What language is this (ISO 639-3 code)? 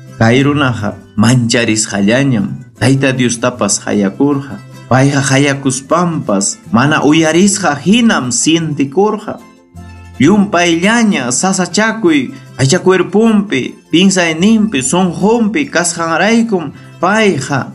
quy